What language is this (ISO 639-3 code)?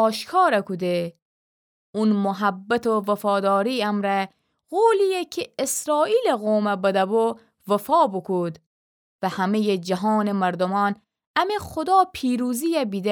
glk